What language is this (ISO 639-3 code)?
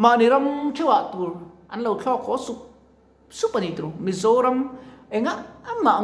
lus